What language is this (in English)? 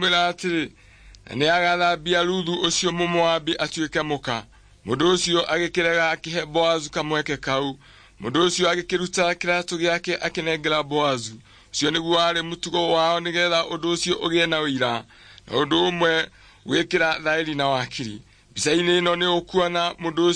Kikuyu